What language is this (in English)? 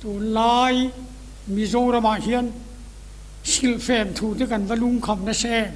Mizo